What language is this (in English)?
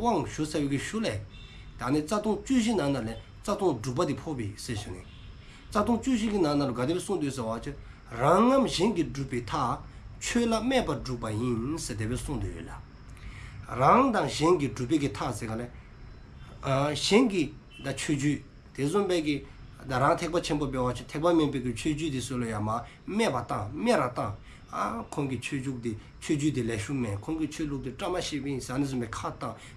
Dzongkha